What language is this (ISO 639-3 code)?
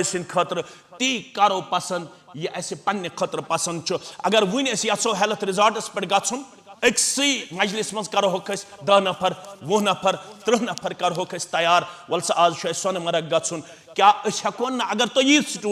kas